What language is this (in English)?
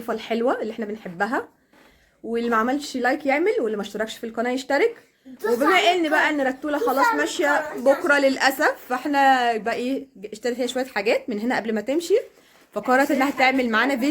Egyptian Arabic